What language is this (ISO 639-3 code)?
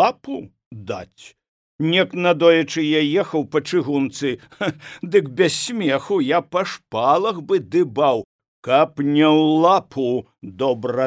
bel